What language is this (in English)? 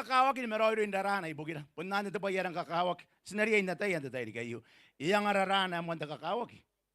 Gilbertese